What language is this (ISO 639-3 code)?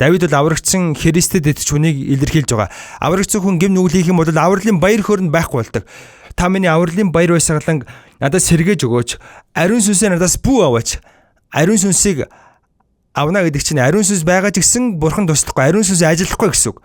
mon